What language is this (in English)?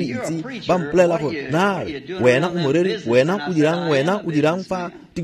Tswana